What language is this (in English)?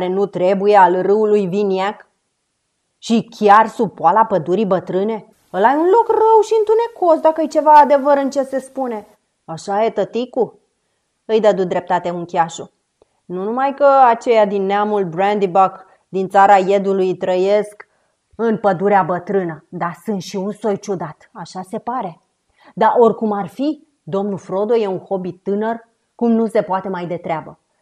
Romanian